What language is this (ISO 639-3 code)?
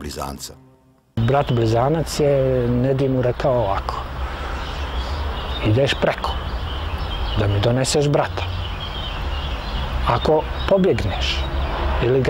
bos